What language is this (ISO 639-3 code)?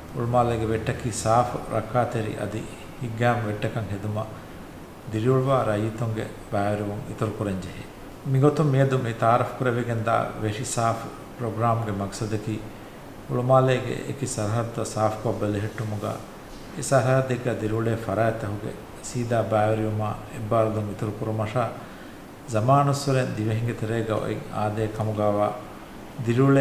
div